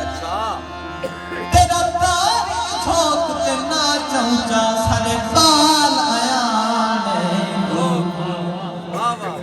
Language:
Saraiki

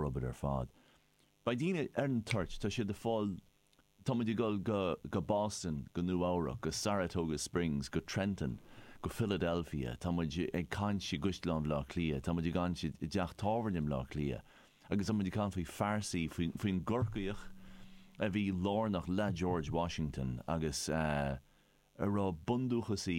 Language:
Irish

